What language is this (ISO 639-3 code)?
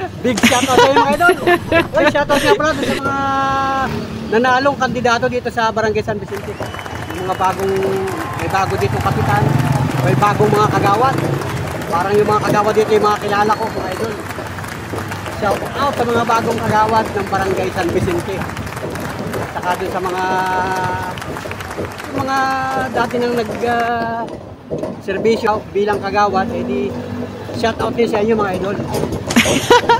fil